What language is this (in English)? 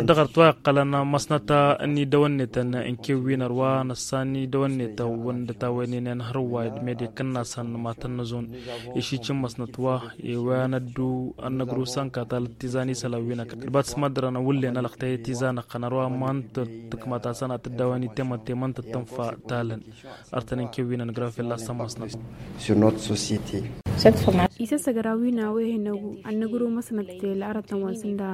Tamasheq